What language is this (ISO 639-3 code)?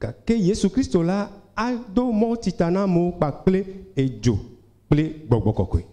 ewe